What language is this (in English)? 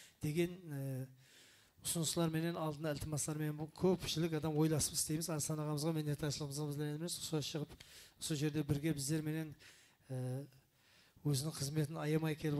Kara-Kalpak